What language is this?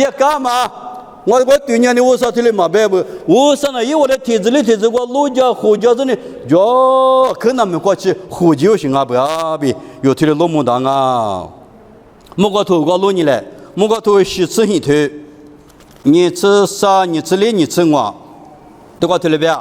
Lisu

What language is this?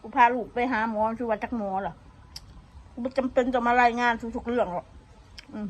Northeastern Thai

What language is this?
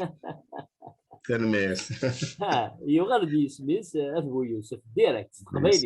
Kabyle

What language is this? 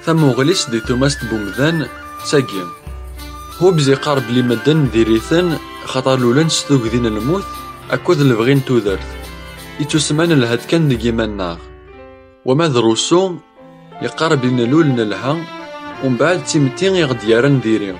Kabyle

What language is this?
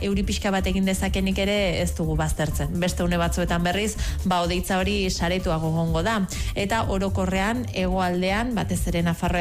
Basque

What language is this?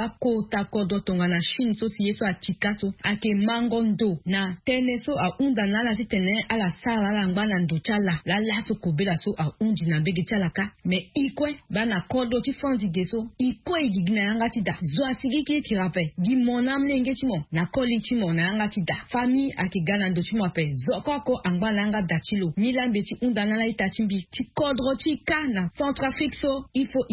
Sango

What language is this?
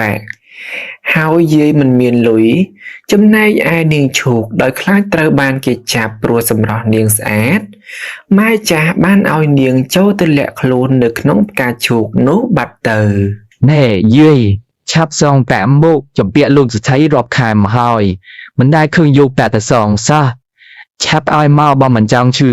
Khmer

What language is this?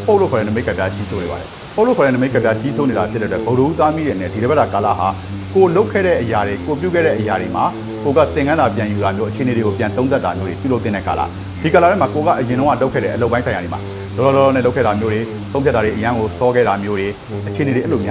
Burmese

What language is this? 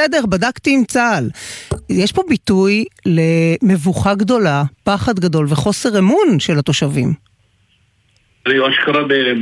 Hebrew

